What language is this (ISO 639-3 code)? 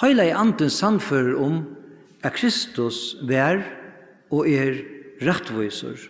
fao